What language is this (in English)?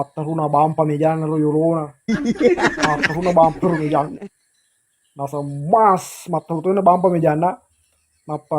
Buginese